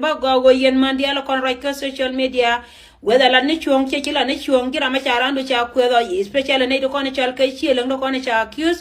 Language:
Nuer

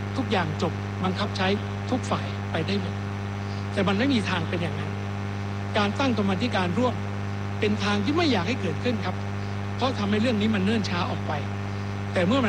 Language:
Thai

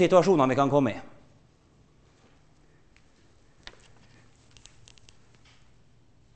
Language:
Norwegian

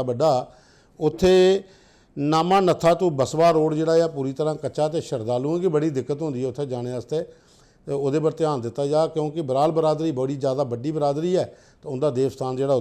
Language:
Dogri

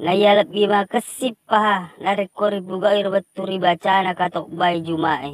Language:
Buginese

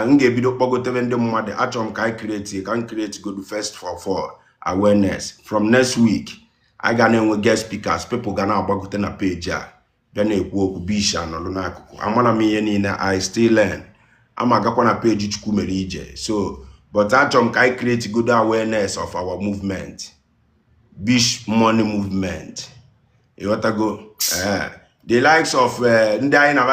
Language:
Igbo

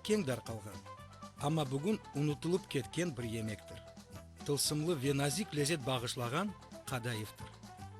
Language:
Crimean Tatar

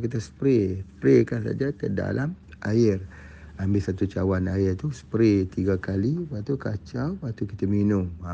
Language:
Malay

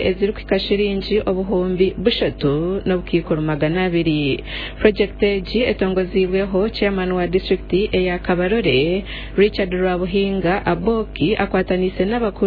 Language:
Nyankole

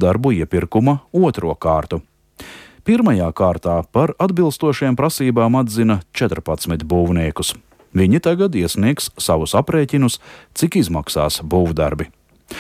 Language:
Latvian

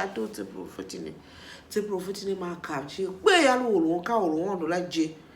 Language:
Tiv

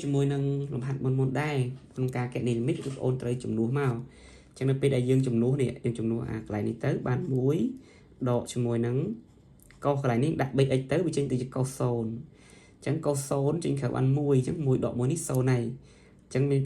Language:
Khmer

